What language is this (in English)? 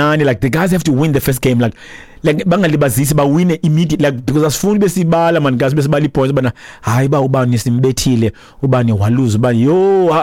Xhosa